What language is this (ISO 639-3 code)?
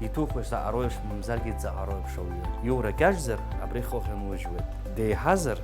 abk